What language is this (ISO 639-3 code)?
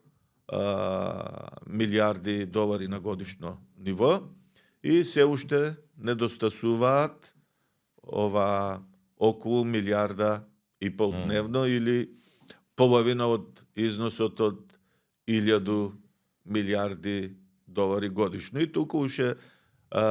mkd